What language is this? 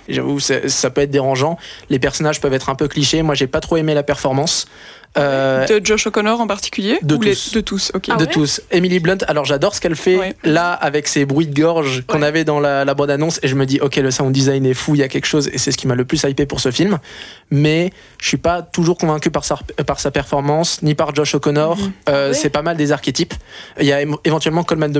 French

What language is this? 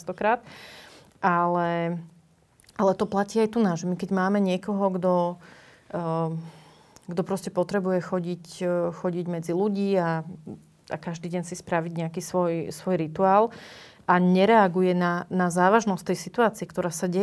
Slovak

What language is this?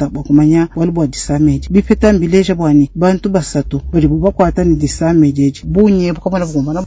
Luba-Lulua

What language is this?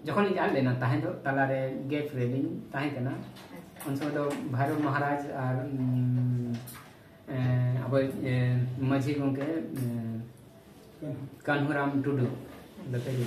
Santali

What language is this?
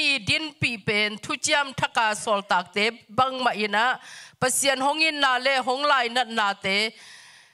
Tedim Chin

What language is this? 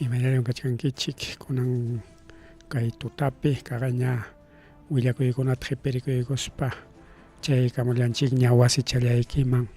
Ayacucho Quechua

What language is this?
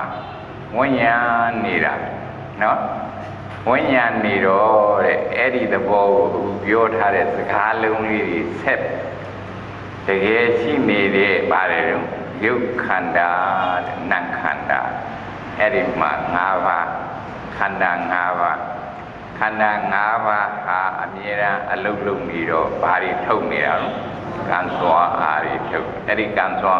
Burmese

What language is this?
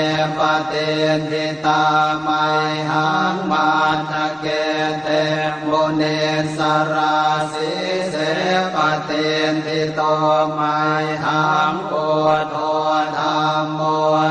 Pali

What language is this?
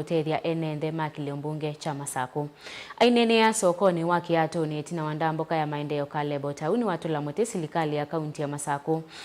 Kamba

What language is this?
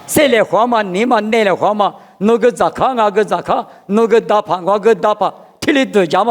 Lisu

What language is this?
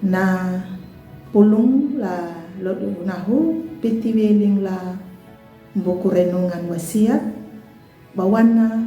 Anakalangu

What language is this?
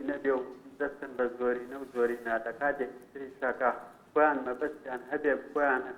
Central Kurdish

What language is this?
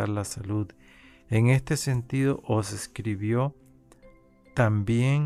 Spanish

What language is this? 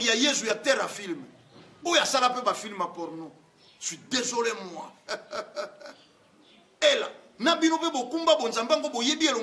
Lingala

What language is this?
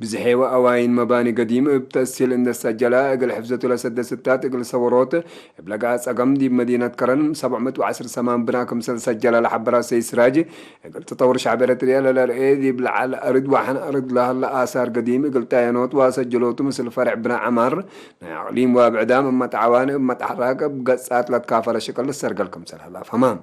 Tigre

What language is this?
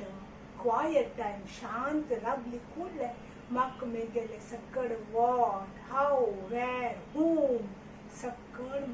Konkani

